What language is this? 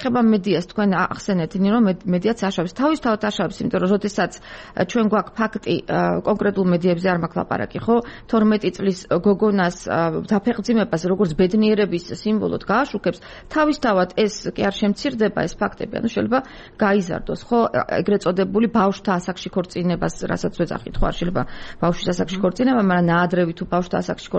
Georgian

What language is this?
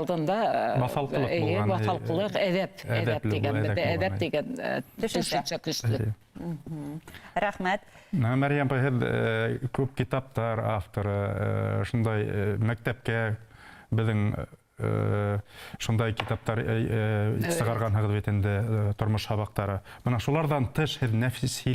Bashkir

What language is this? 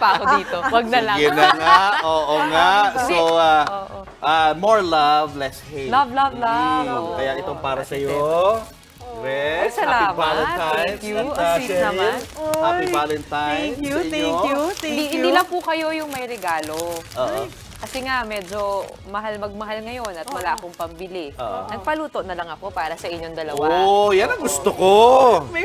Filipino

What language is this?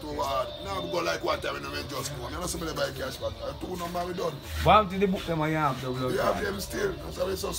Jamaican Creole English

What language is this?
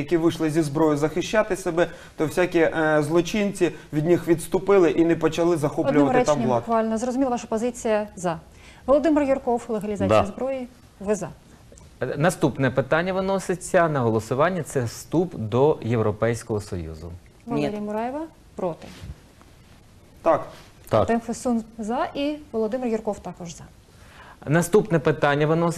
Ukrainian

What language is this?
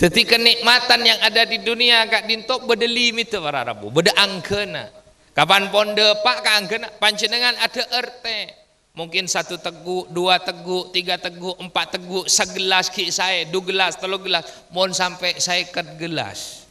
Madurese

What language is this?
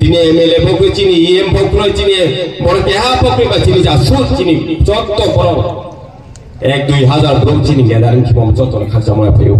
Riang (India)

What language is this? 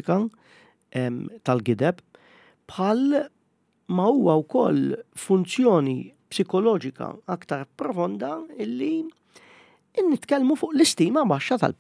Maltese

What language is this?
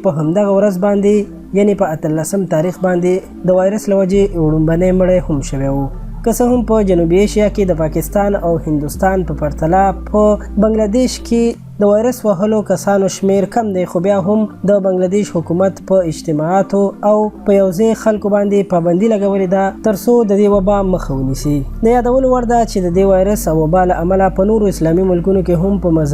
Pashto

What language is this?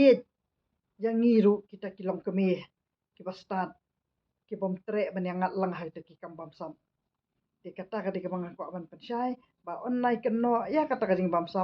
Khasi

